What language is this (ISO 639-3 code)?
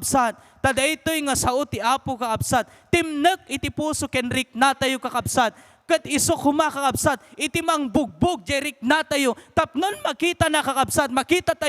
ilo